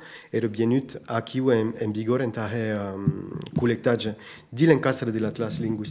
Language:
Occitan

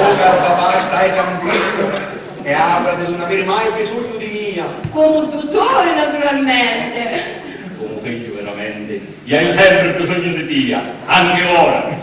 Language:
Sicilian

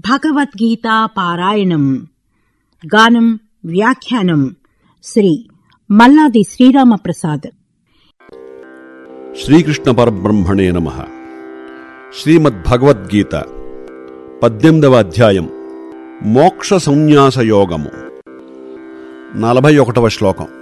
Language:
Telugu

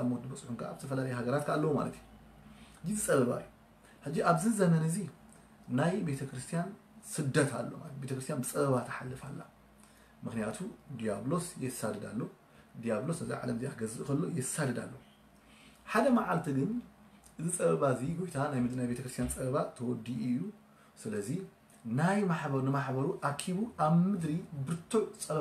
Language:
Tigrinya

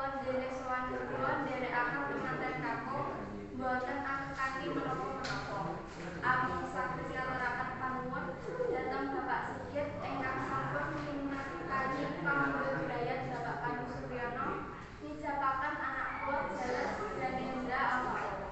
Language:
Javanese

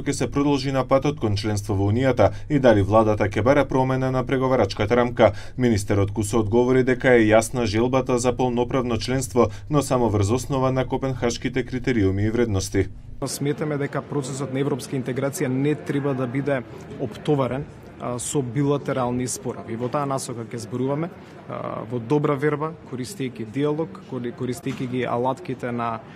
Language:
Macedonian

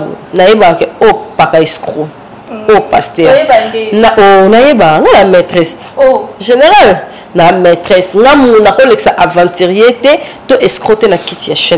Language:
Lingala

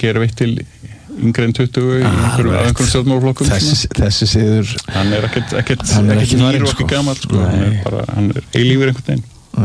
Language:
Icelandic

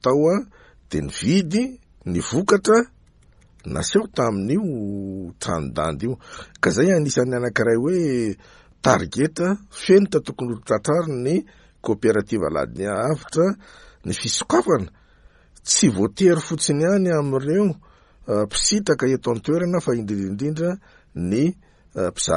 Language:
Malagasy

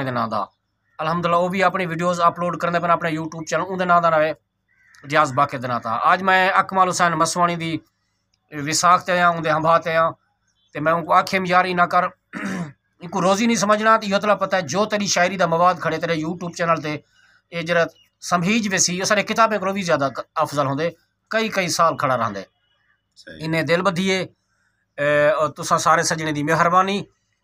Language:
Saraiki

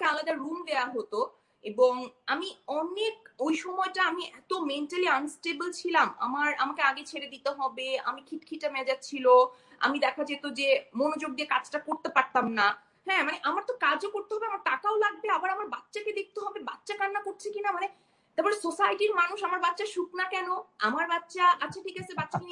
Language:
Bangla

